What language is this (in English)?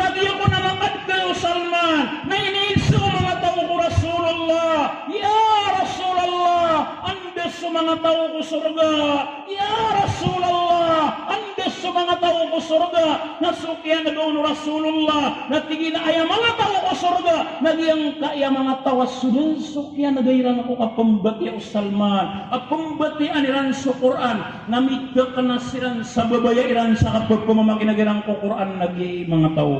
Maranao